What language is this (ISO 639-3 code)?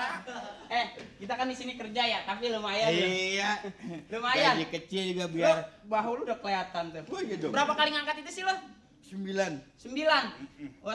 bew